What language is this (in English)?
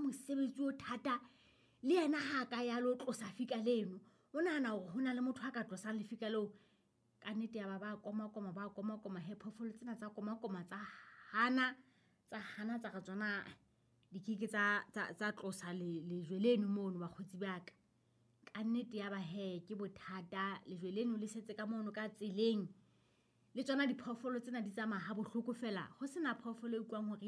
Southern Sotho